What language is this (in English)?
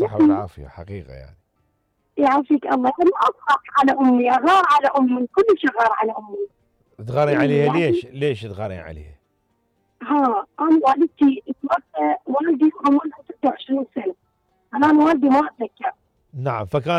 Mesopotamian Arabic